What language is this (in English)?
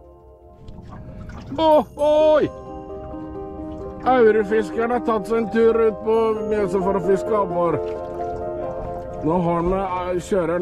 Norwegian